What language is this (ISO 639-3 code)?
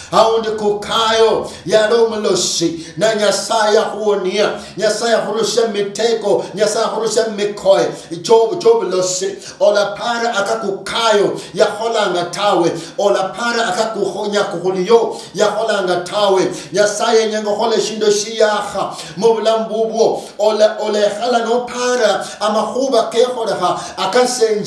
luy